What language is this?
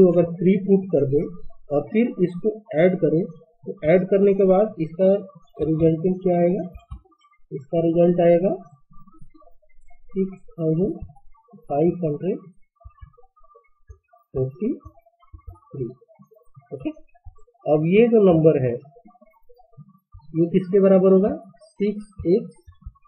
Hindi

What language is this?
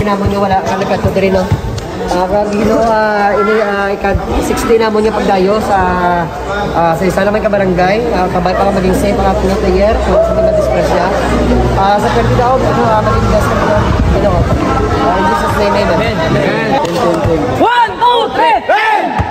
Hiligaynon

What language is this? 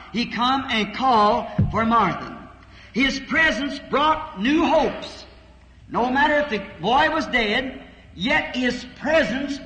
Ewe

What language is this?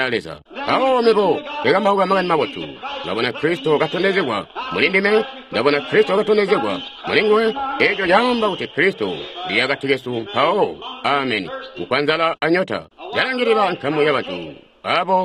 Tonga (Zambia)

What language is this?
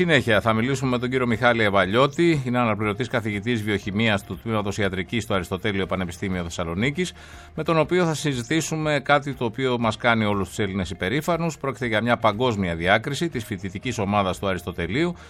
Greek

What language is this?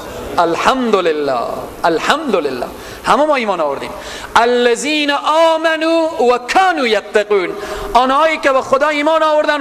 Persian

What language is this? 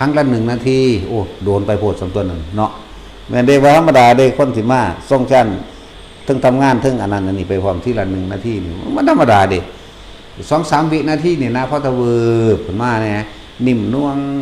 Northeastern Thai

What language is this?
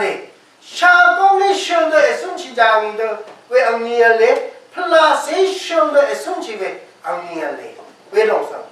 Rawang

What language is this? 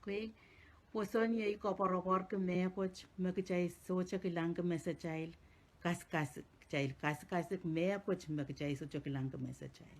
Pohnpeian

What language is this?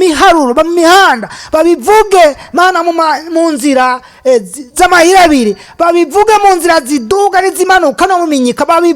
Rundi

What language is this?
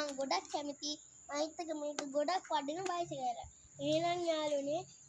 Sinhala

